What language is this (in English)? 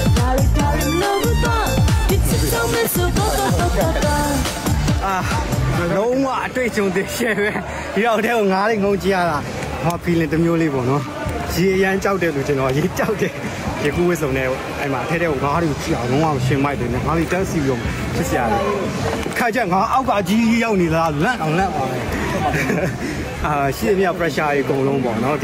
Burmese